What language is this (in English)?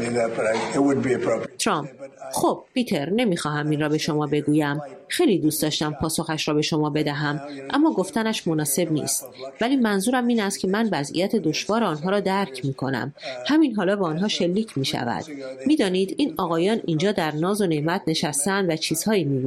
Persian